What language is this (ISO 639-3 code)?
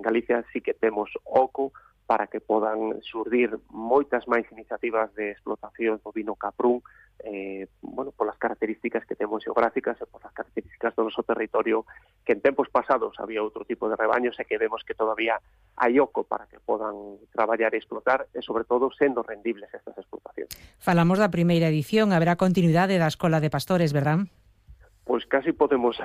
glg